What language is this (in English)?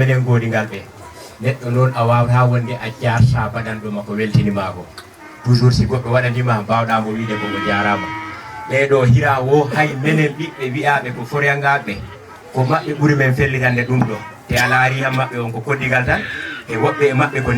Fula